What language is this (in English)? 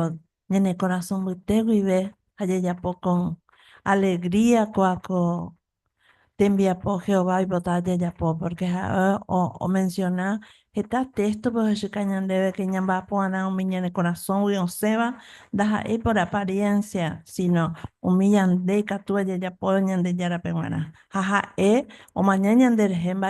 Guarani